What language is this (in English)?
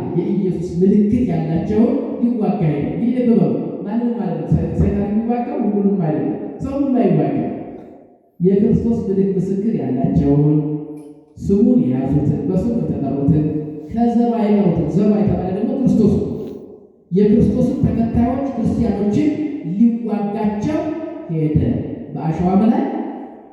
Amharic